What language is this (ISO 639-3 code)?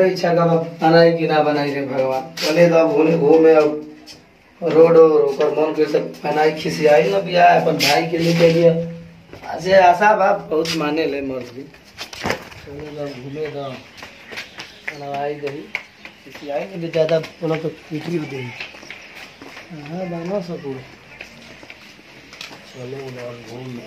bho